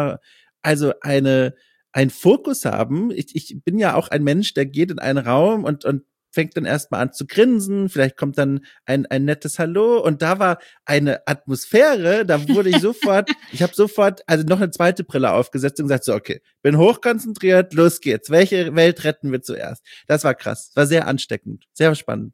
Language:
German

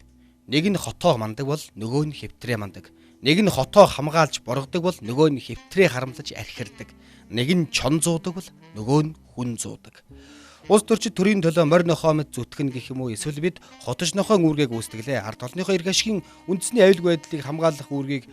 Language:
Mongolian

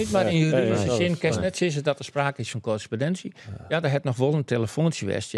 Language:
Western Frisian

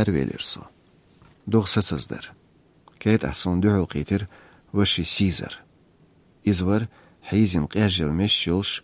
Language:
Chechen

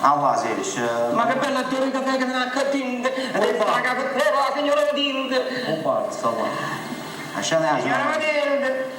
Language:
Neapolitan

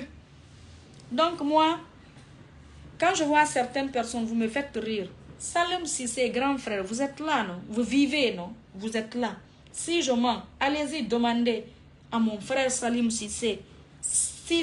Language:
French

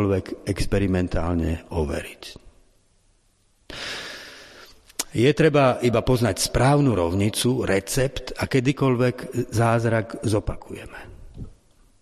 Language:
Slovak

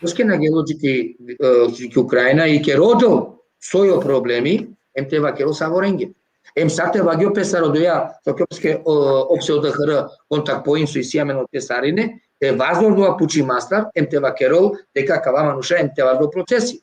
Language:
Balkan Romani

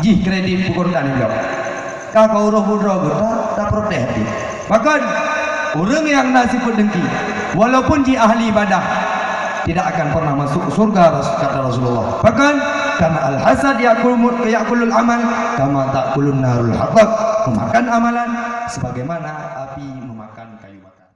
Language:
Achinese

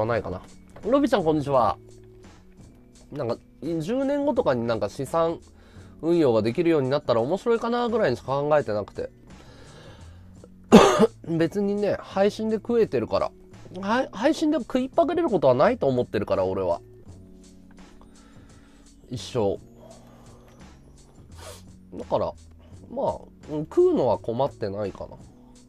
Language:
Japanese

